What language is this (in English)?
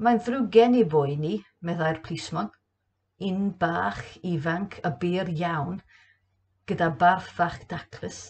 Welsh